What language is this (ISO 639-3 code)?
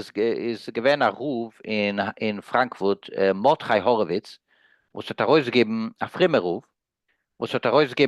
yid